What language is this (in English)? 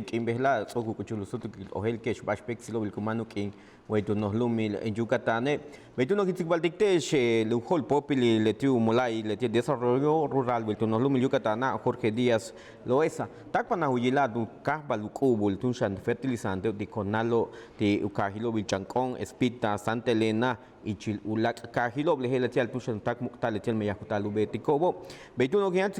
Yucateco